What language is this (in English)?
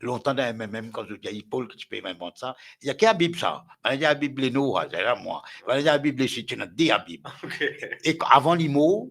Morisyen